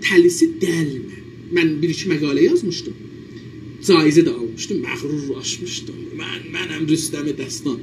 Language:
South Azerbaijani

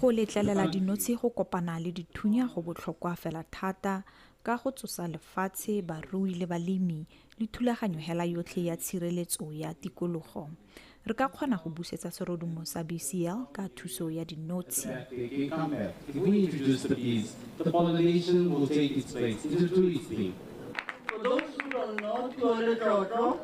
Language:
Tswana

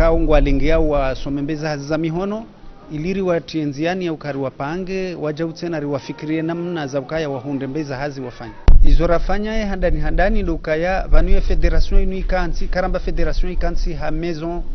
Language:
Ngazidja Comorian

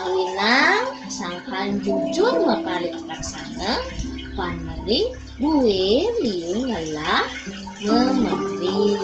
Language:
Balinese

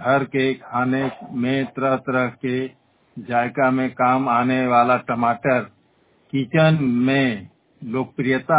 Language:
Hindi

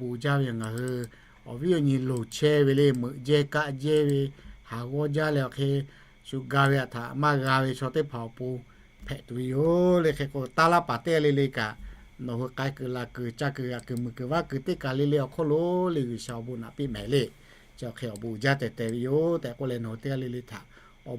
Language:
Lahu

